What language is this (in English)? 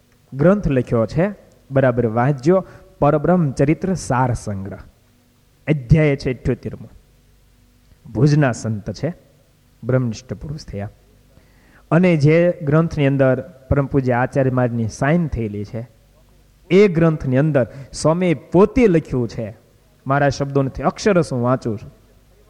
Gujarati